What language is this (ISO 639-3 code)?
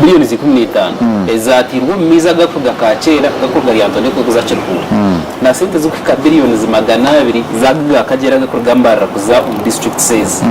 nyn